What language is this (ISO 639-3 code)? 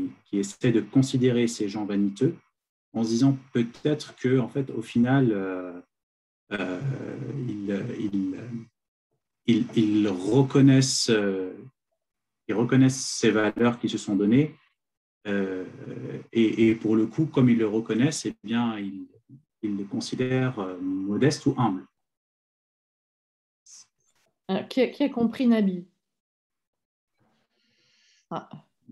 fra